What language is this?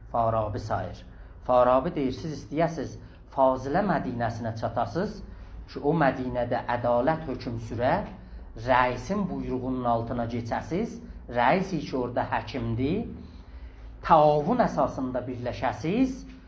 South Azerbaijani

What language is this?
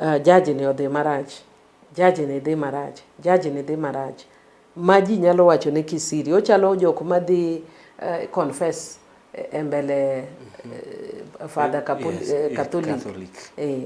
Luo (Kenya and Tanzania)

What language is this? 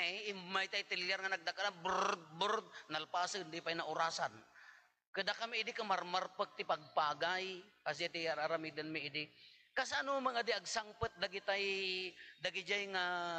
Iloko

